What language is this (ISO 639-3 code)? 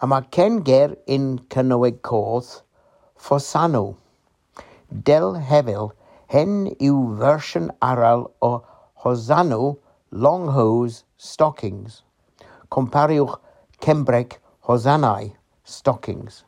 cor